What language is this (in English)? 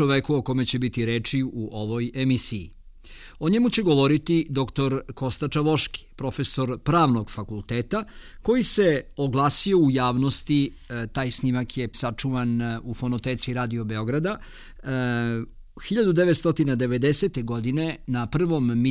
Serbian